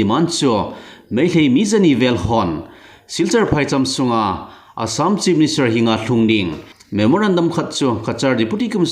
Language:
Thado Chin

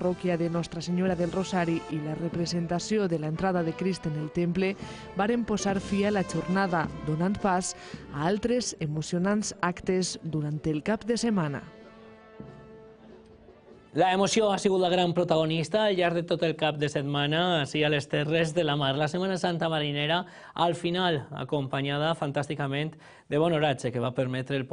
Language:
Catalan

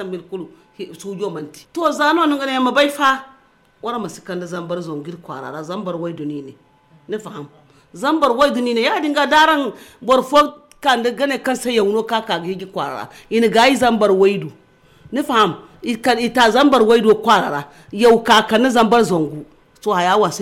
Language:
Zarma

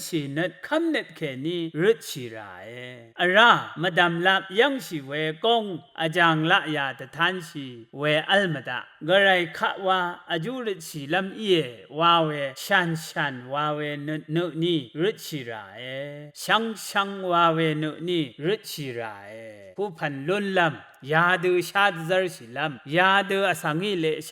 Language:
Rawang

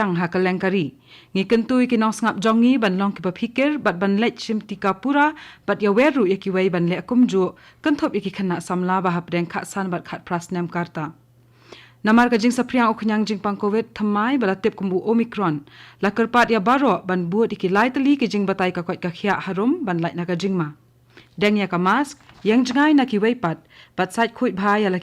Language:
Khasi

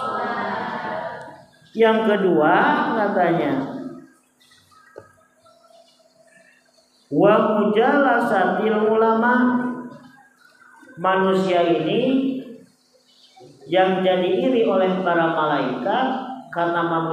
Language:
Indonesian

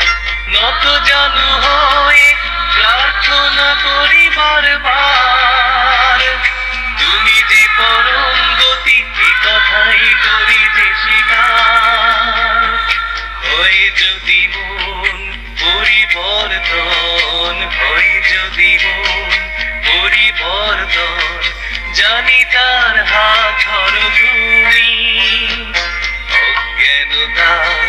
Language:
Bangla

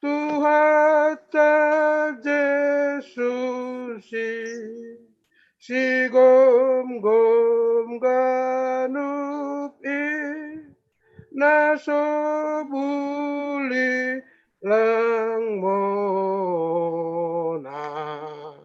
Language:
Batak Simalungun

